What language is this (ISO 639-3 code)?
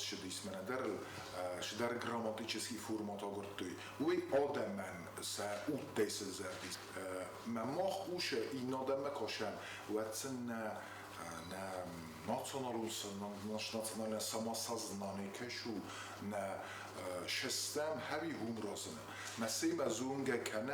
oss